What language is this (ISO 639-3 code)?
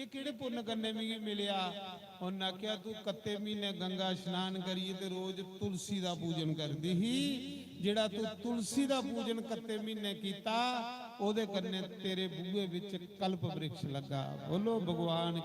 doi